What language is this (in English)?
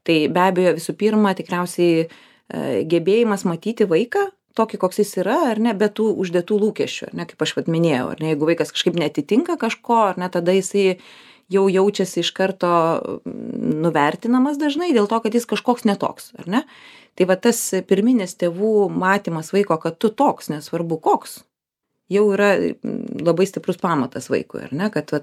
Lithuanian